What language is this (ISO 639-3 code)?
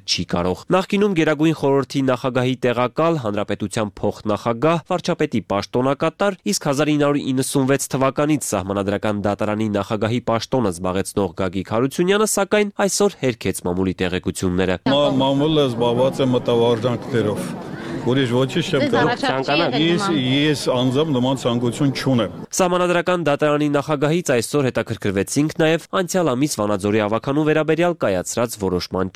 hye